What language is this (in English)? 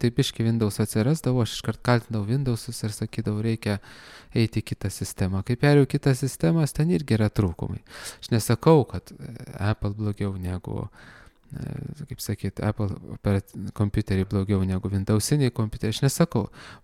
Lithuanian